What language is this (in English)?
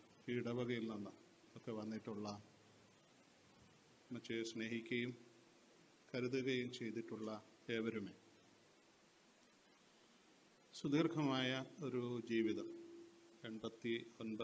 Malayalam